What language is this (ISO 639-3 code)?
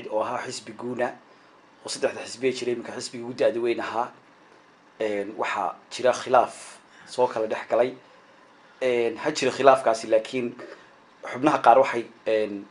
som